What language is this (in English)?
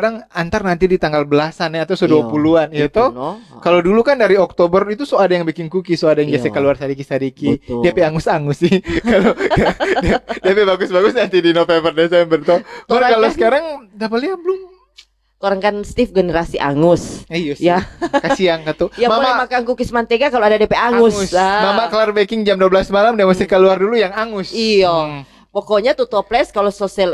Manado Malay